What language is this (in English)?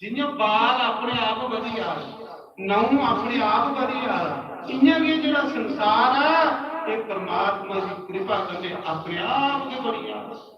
Dogri